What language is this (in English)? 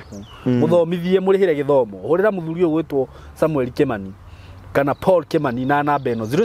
Kikuyu